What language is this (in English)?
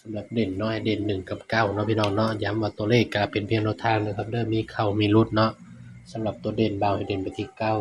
Northeastern Thai